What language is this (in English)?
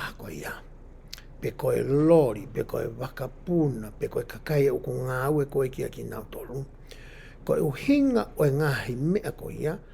Tongan